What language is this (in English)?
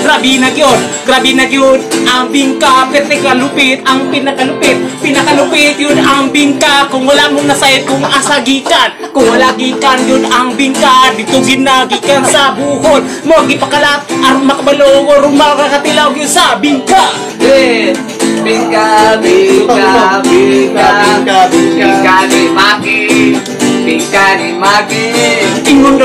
Cebuano